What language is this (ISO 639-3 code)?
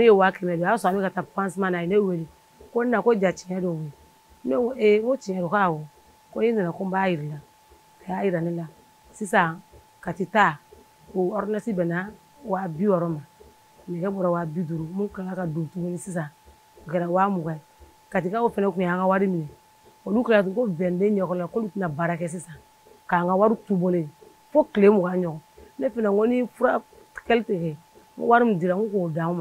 bam